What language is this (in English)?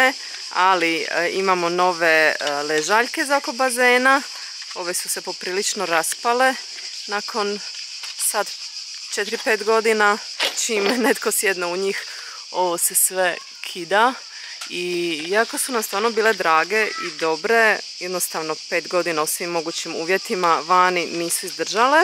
Croatian